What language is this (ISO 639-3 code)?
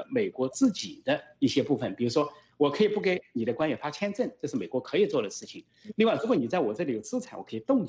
zho